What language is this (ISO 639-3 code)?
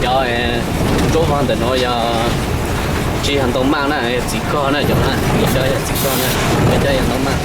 hmn